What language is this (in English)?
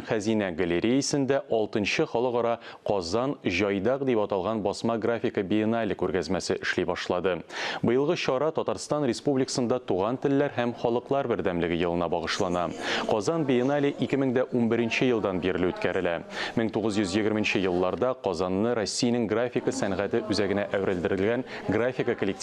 Tatar